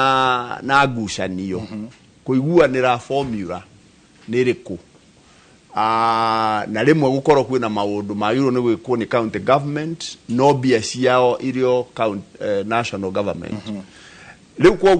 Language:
Kikuyu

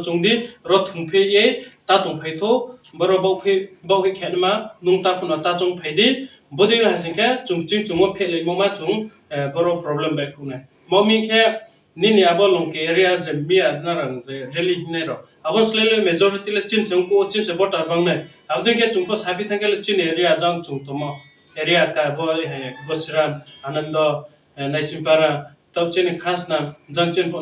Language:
Riang (India)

